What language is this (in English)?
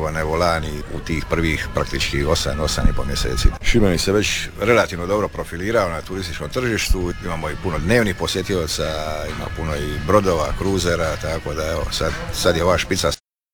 Croatian